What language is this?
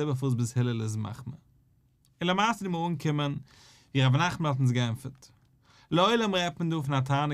Yiddish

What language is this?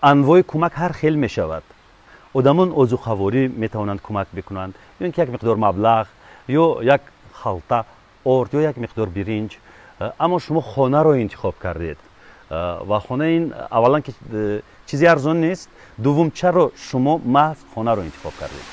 Tajik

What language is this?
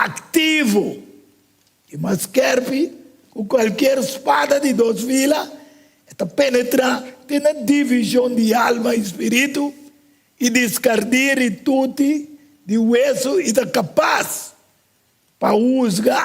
Papiamento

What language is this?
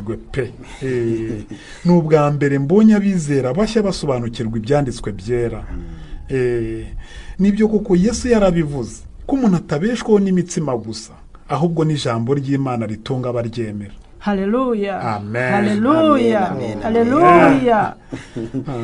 Kinyarwanda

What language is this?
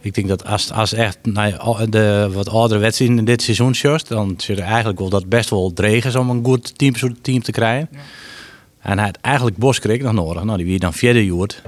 Western Frisian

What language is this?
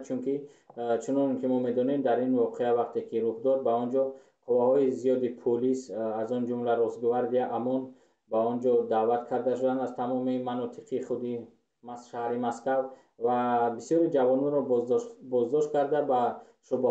Tajik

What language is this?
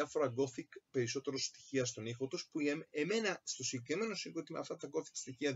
Greek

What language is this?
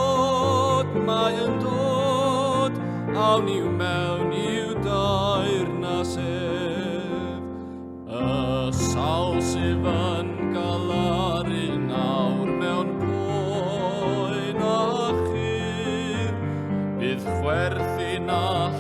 Welsh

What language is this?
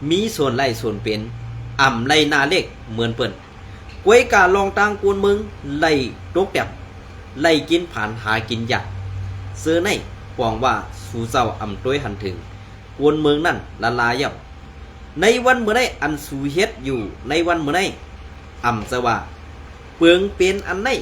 Shan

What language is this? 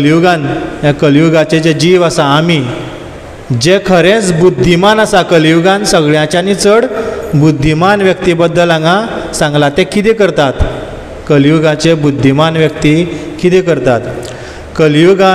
Konkani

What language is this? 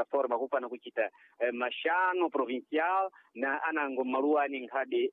Sena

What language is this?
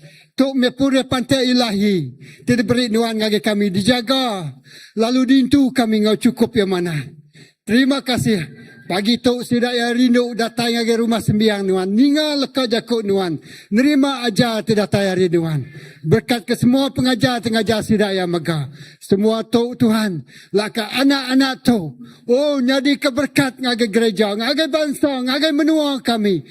Iban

